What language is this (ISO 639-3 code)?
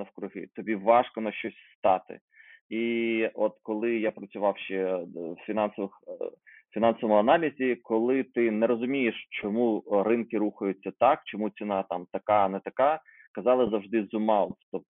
ukr